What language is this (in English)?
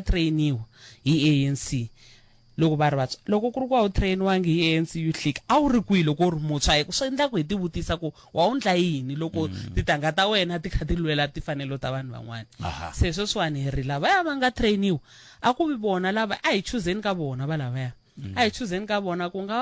Tsonga